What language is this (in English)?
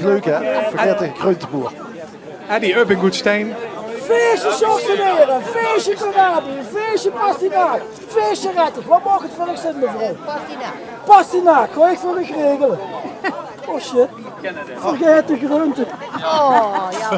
Limburgish